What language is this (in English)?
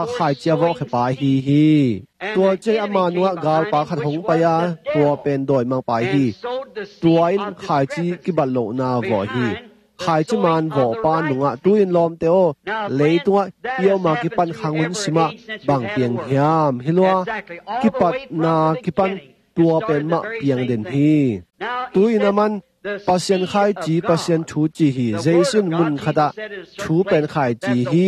Tedim Chin